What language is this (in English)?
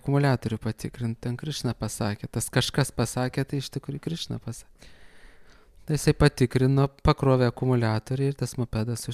Lithuanian